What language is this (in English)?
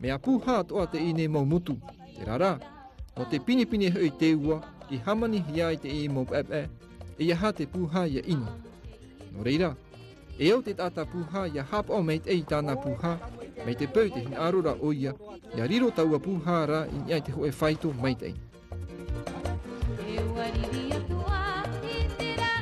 Tahitian